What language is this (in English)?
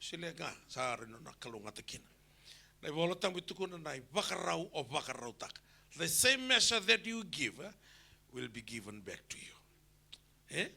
Fijian